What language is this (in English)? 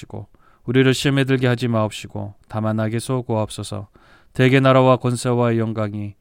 Korean